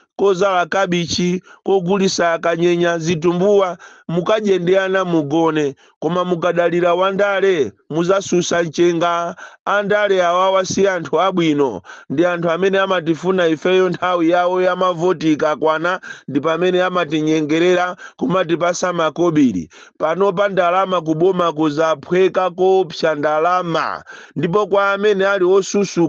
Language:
Nyanja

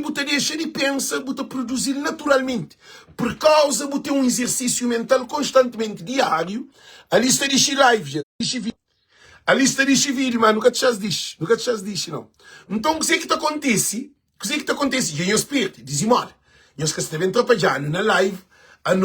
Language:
Kabuverdianu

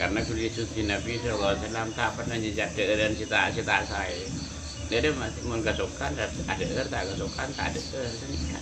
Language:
Madurese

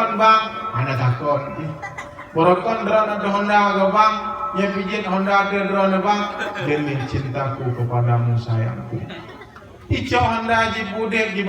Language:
Achinese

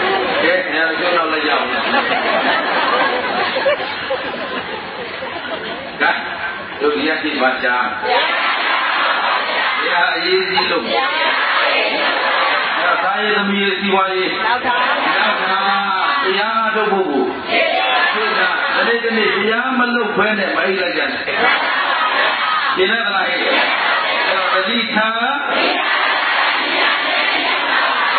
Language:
Burmese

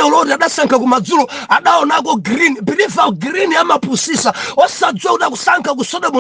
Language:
Nyanja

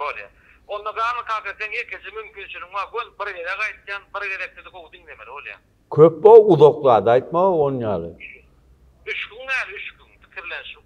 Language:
Turkmen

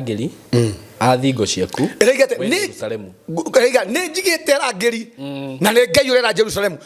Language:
Kikuyu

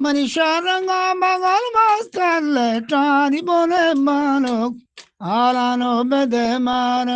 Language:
Eastern Balochi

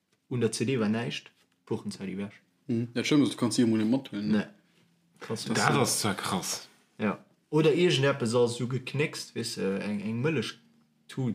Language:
Luxembourgish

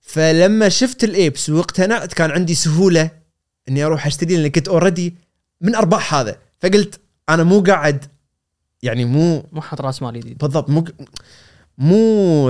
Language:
Gulf Arabic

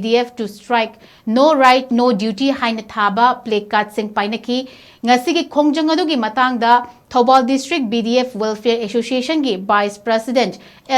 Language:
Manipuri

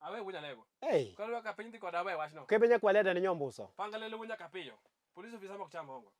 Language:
Luo (Kenya and Tanzania)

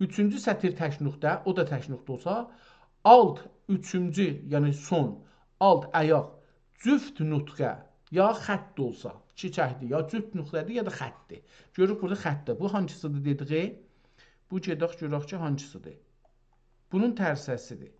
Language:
South Azerbaijani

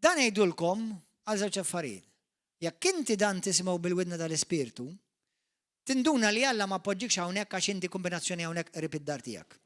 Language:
Maltese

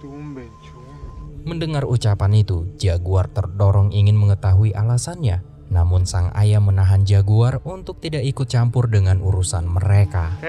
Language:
Indonesian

